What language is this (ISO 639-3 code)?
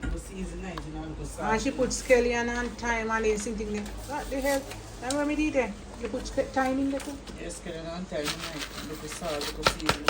jam